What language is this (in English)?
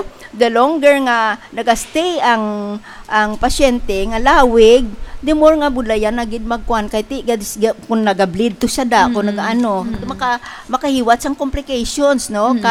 Hiligaynon